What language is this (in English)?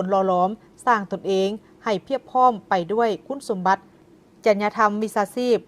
Lao